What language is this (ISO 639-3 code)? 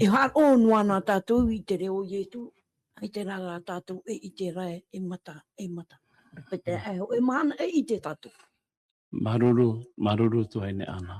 tah